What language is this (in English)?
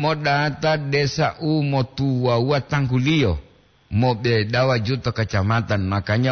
Gorontalo